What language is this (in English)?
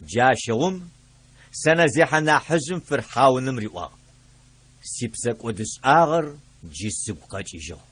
Adyghe